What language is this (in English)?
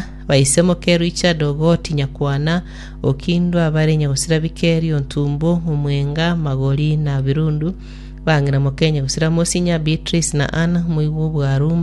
Gusii